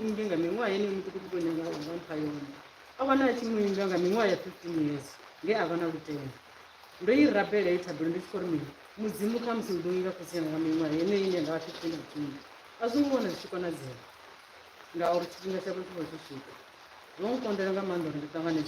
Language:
Venda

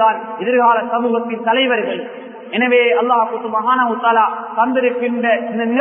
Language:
Tamil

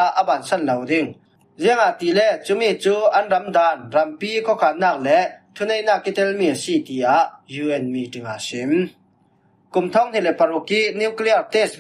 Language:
Falam Chin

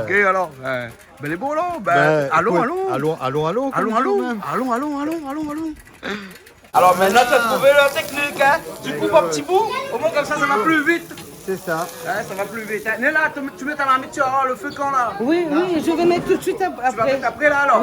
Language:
Réunion Creole French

